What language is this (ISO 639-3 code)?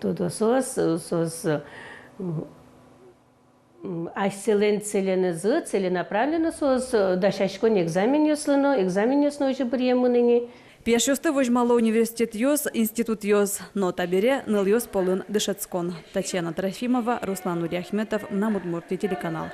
udm